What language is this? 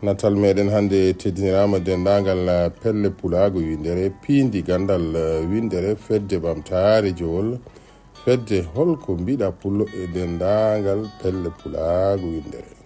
Fula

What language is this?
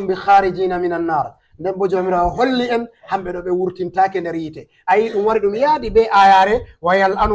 Fula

